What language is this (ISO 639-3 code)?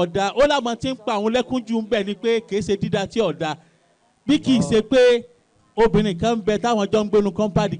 yor